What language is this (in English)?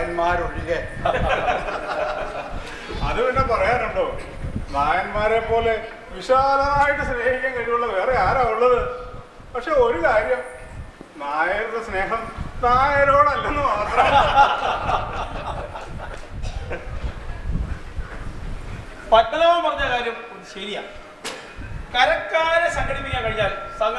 Malayalam